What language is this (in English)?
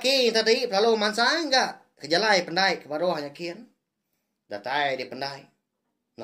Iban